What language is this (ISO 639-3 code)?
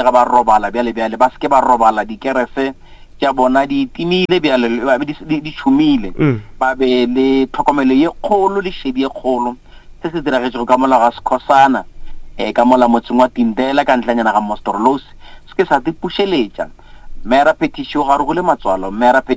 nso